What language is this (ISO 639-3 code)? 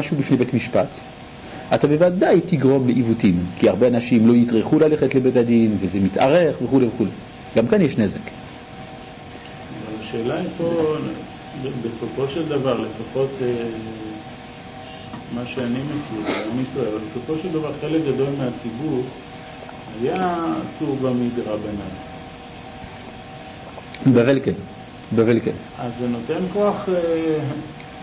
heb